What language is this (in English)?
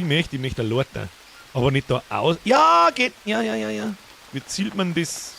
Bavarian